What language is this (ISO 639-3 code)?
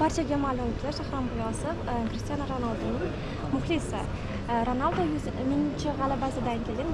uzb